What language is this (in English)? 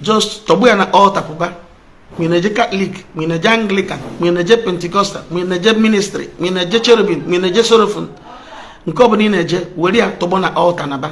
Igbo